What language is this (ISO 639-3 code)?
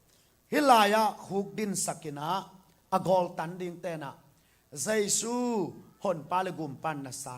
ctd